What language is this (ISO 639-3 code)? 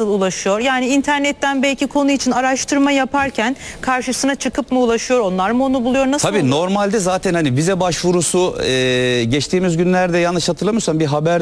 tur